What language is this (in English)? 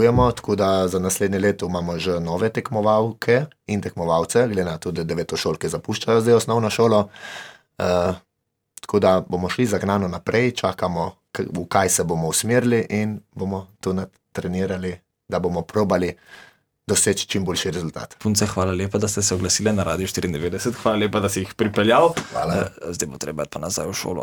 Slovenian